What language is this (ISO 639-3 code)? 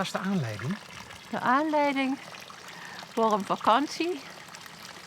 lim